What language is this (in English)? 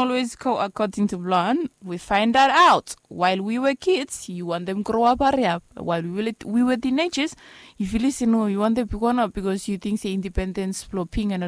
Bislama